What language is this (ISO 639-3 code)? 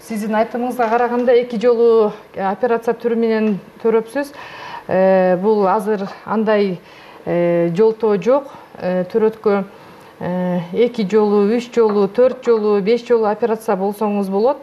kir